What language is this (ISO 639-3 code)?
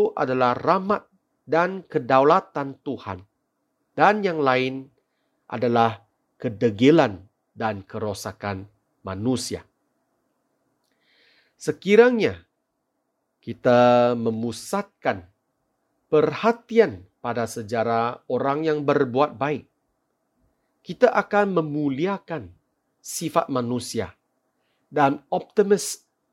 msa